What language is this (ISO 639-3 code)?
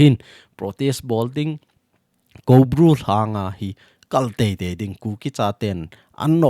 tcz